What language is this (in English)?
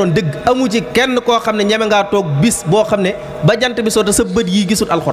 Wolof